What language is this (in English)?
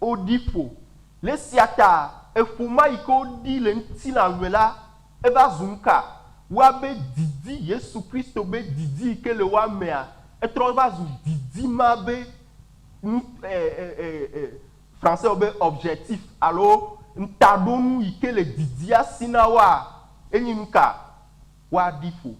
Ewe